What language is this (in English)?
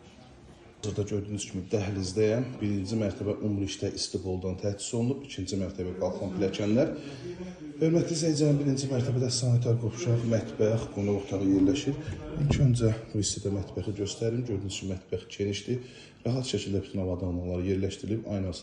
Azerbaijani